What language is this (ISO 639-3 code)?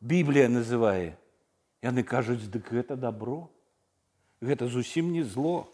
bel